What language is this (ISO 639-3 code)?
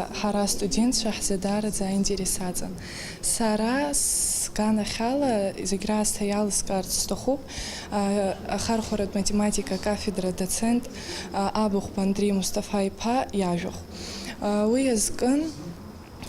abk